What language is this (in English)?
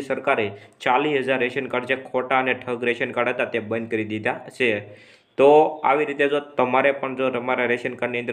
Gujarati